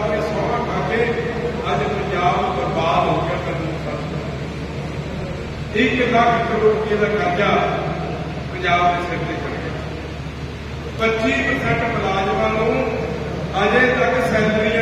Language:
Punjabi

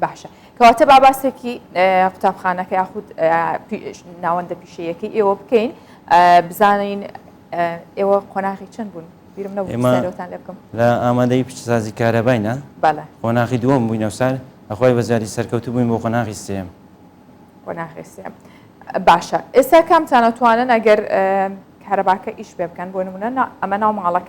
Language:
Central Kurdish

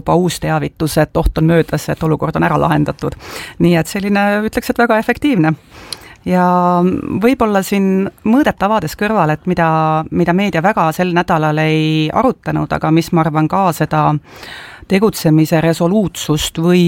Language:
Estonian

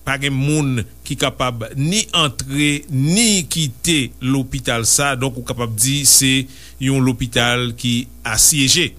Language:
Haitian Creole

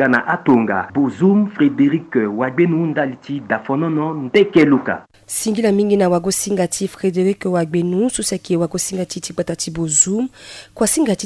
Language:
Sango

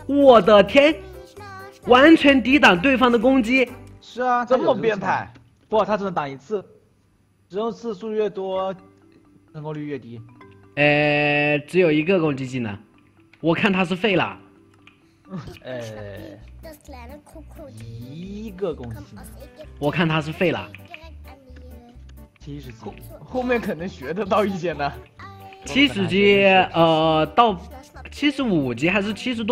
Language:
Chinese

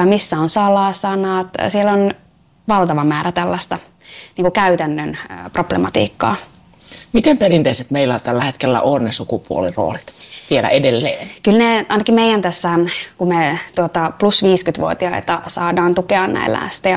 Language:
Finnish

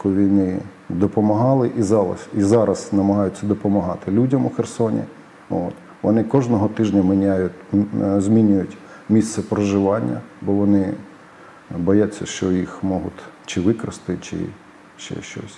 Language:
Ukrainian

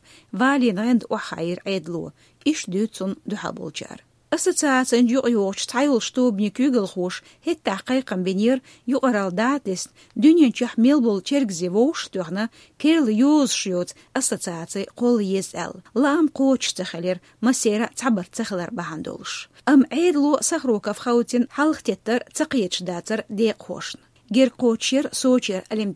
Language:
Chechen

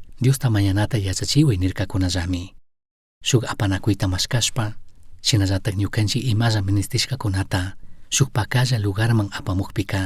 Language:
Chimborazo Highland Quichua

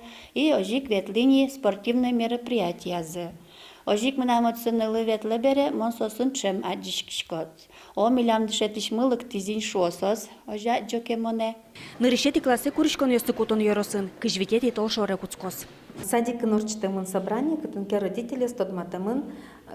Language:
Udmurt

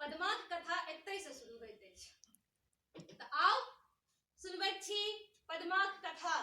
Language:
Maithili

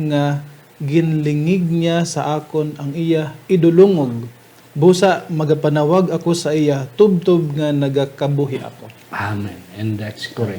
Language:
Hiligaynon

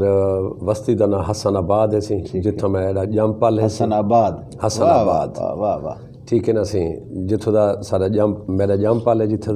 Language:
Saraiki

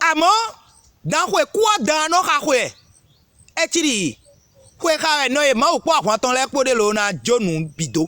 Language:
Fon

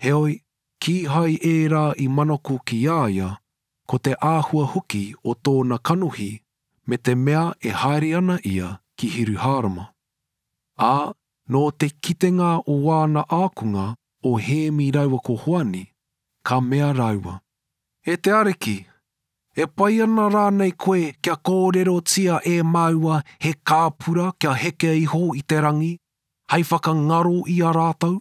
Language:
Māori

